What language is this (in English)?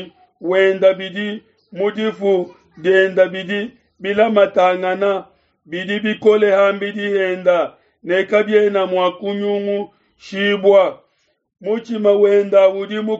Luba-Lulua